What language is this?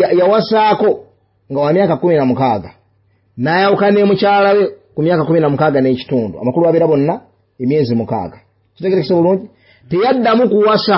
Ganda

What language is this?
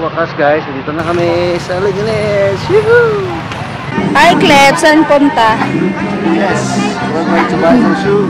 Hiligaynon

